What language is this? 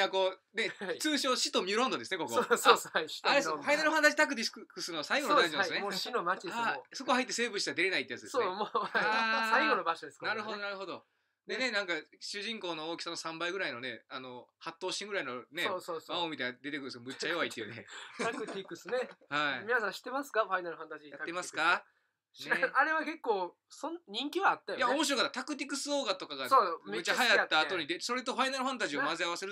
Japanese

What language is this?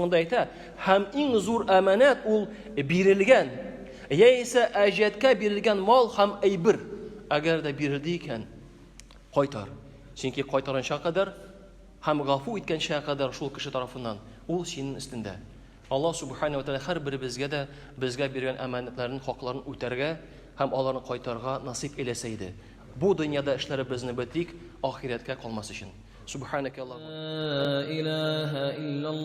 Tatar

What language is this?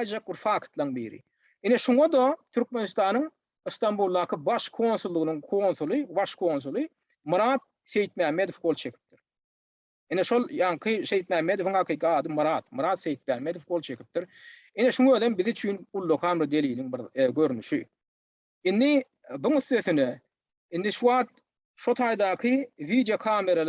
Turkmen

